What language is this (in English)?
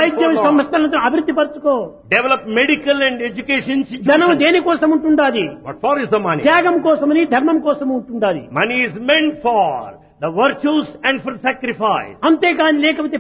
Telugu